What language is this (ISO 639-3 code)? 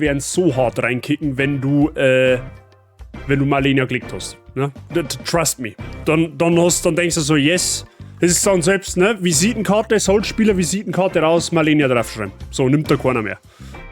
bar